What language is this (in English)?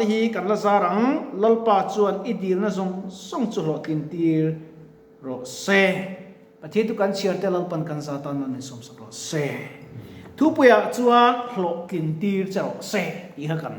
Mizo